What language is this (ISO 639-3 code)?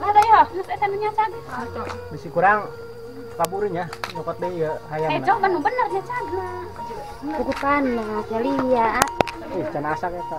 sun